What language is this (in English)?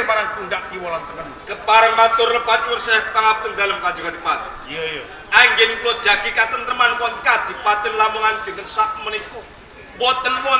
Javanese